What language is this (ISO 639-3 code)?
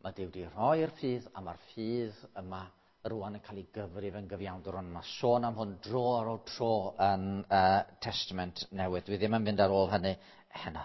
cym